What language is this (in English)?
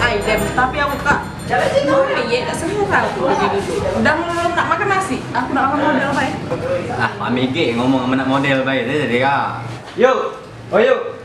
Musi